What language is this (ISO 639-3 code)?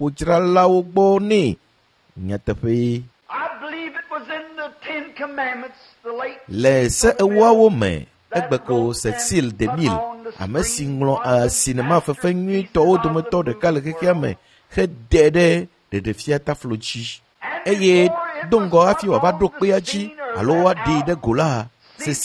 ewe